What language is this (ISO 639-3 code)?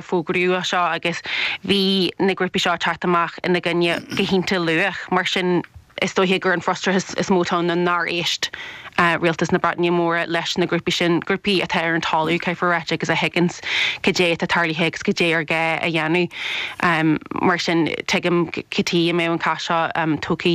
gle